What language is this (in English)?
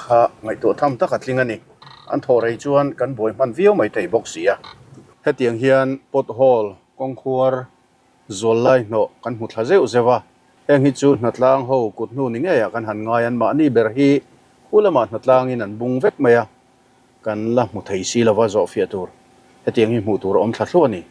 Mizo